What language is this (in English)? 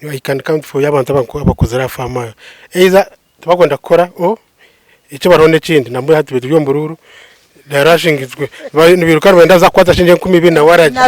Nyankole